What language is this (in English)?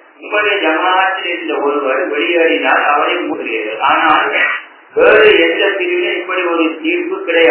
Tamil